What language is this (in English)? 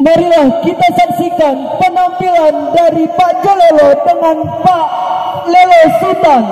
Minangkabau